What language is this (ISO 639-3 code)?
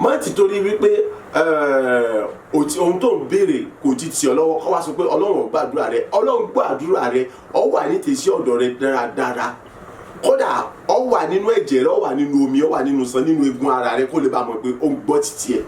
yor